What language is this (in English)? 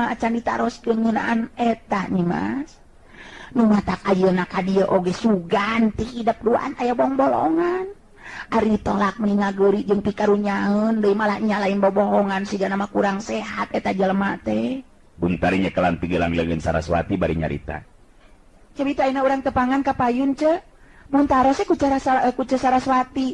Sundanese